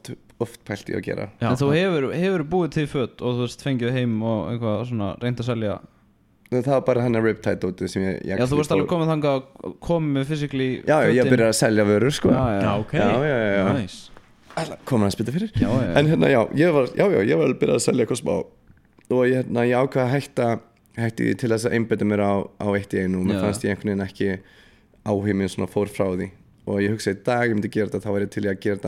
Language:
Icelandic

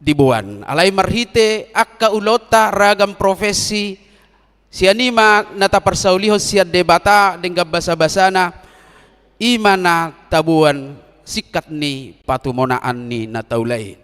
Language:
Batak Toba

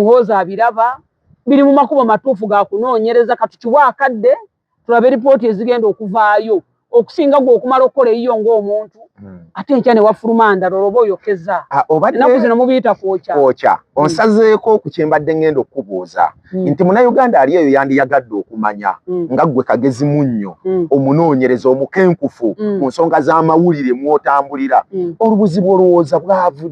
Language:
Ganda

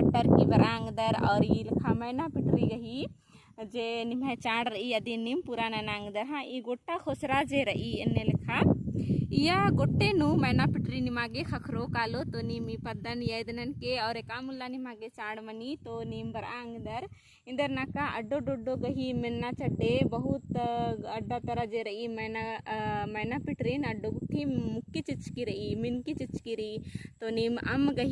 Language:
Kurukh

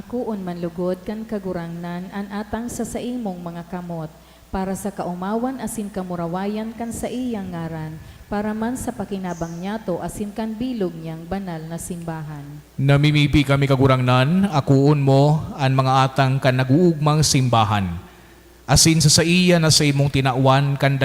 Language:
Bikol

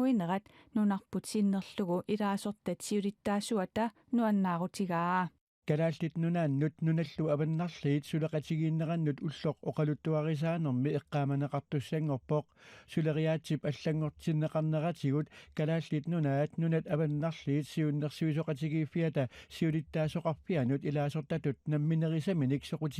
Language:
Kalaallisut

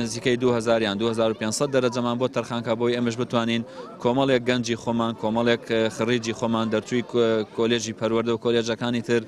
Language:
Central Kurdish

